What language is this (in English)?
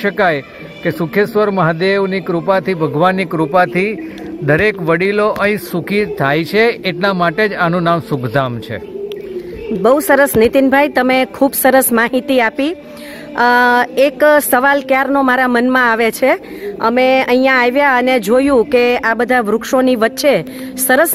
Gujarati